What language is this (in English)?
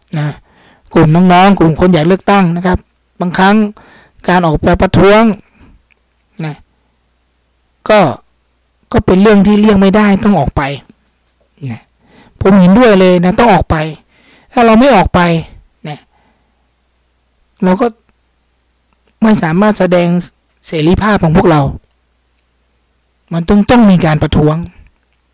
Thai